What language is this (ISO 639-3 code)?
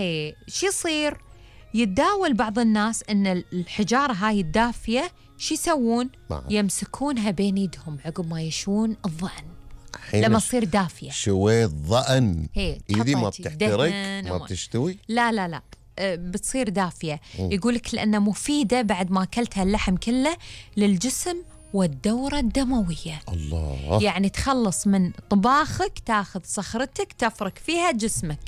afb